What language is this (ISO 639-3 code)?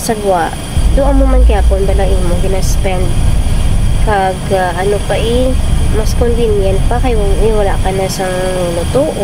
hil